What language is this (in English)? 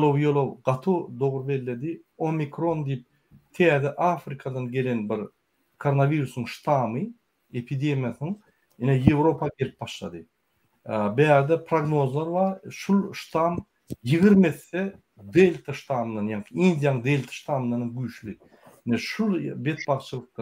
Turkmen